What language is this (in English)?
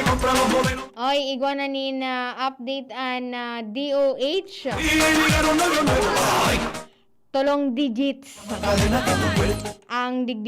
Bikol